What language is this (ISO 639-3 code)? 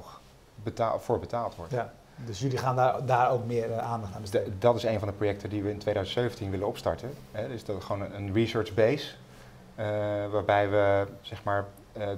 nld